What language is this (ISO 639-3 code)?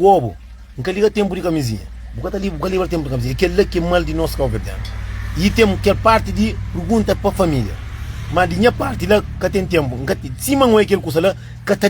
kea